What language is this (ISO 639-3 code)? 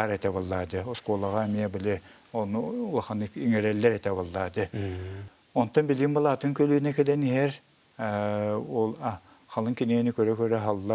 sah